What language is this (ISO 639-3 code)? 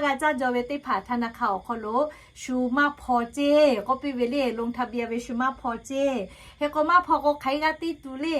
lhu